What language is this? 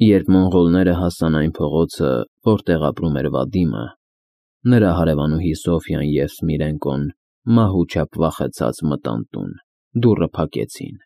Armenian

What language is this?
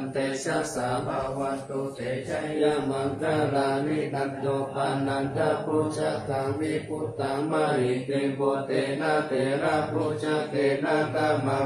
Pali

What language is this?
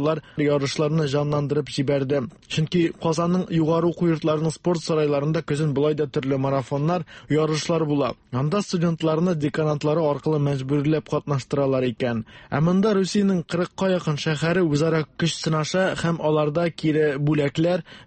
Tatar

